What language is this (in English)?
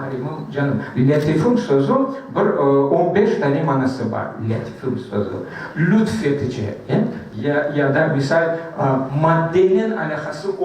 Crimean Tatar